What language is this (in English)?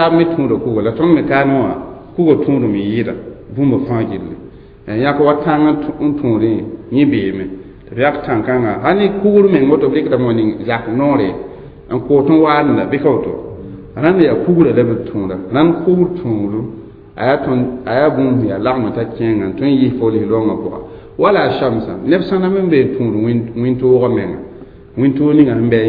Mossi